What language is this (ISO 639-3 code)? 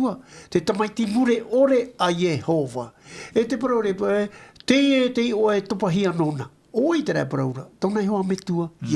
tah